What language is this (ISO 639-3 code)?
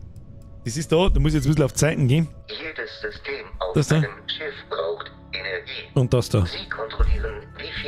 bar